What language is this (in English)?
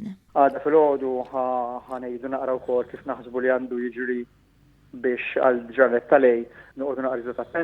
Maltese